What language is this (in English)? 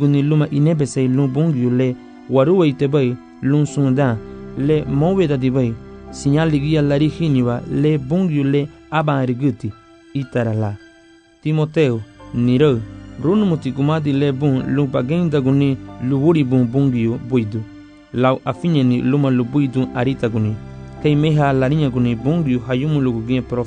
Garifuna